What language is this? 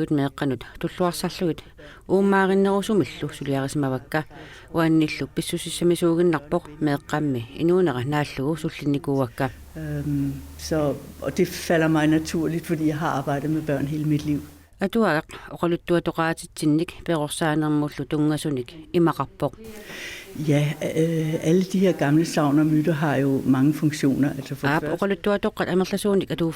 Kalaallisut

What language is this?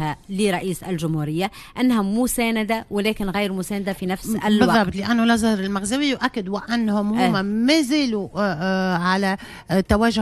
Tunisian Arabic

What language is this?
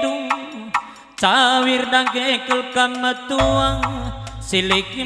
Batak Karo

